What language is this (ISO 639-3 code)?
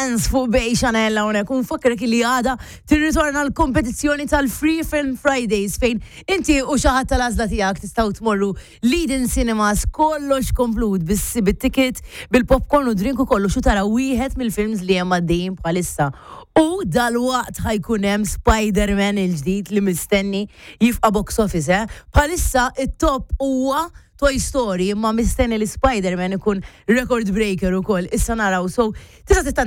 mlt